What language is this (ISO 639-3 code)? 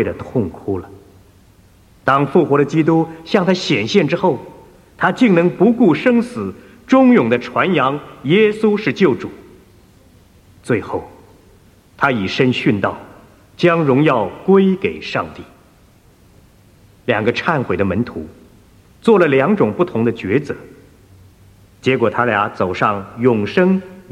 zho